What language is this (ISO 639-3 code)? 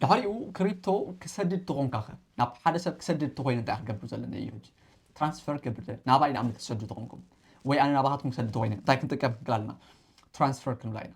tir